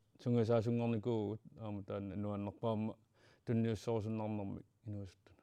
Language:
Kalaallisut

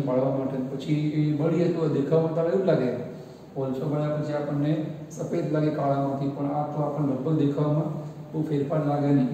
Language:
Gujarati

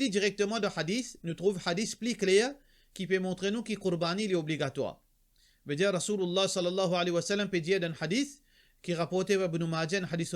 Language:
Morisyen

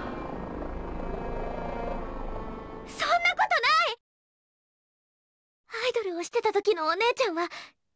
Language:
Japanese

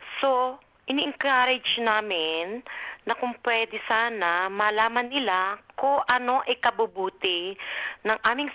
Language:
Filipino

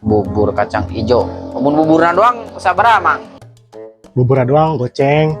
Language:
Sundanese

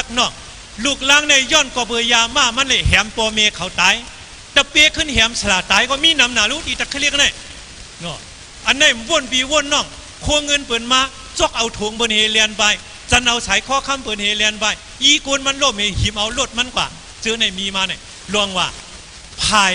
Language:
Shan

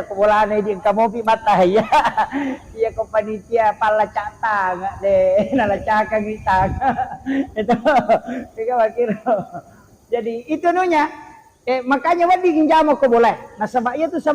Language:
Buginese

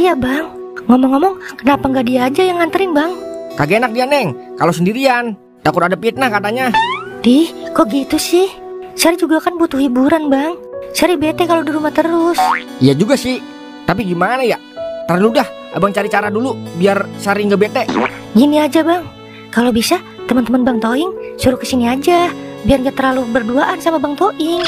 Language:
Betawi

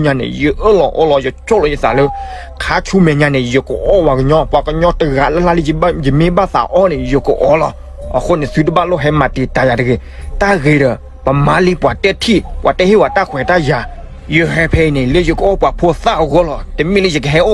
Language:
S'gaw Karen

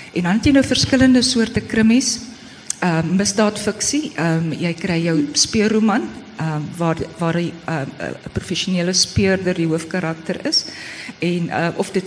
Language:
Afrikaans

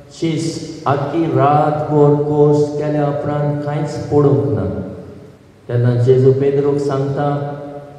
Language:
Konkani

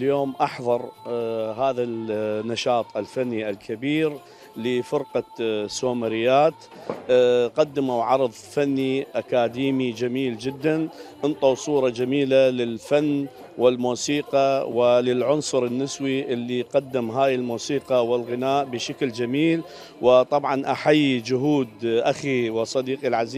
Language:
Mesopotamian Arabic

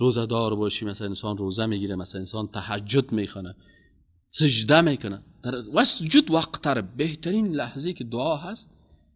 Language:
Persian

